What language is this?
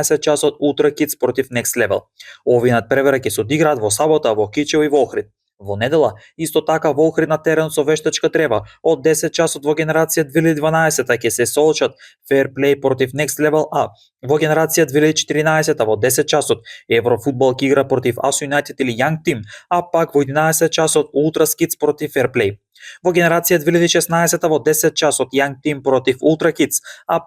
Macedonian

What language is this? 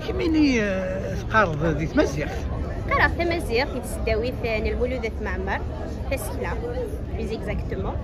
Kabyle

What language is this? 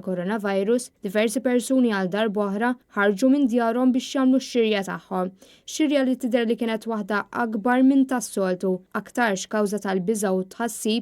Maltese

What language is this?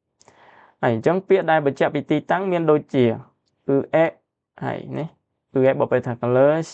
Khmer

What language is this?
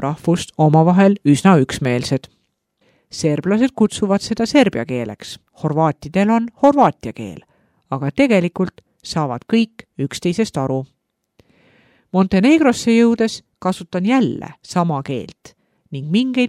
Estonian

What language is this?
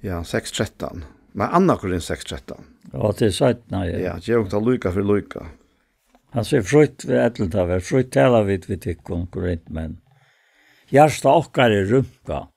Faroese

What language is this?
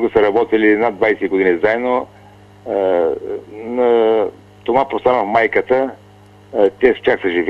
Bulgarian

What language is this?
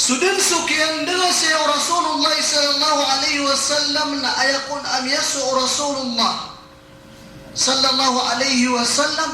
Maranao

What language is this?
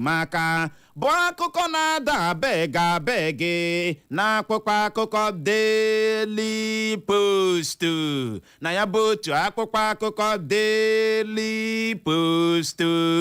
Igbo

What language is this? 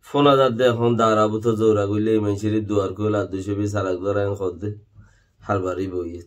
Rohingya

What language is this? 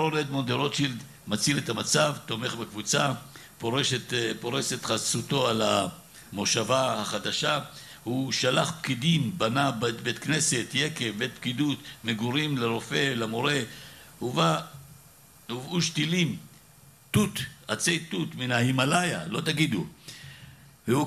Hebrew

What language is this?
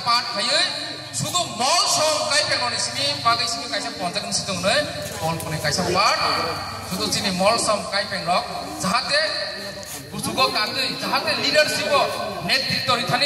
Kok Borok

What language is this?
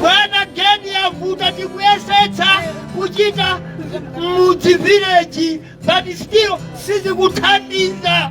Nyanja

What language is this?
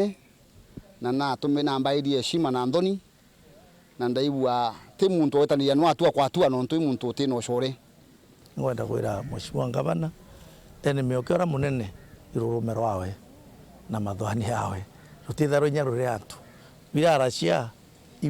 Meru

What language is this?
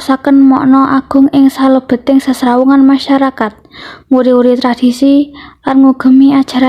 Javanese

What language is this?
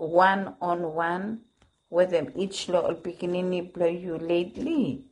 Bislama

